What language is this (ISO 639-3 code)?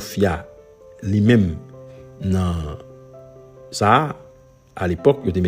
hat